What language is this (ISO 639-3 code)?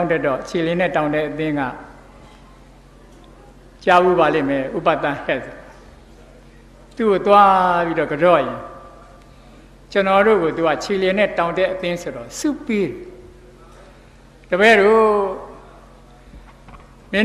mya